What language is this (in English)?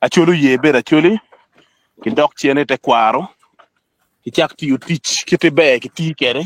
Acoli